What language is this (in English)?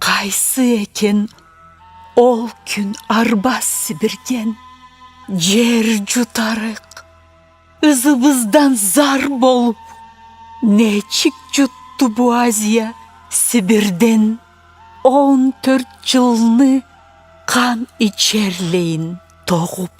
Karachay-Balkar